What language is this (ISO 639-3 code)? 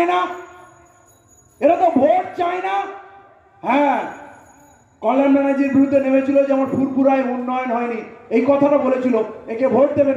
ben